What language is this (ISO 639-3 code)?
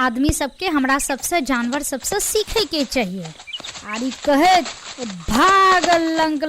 mai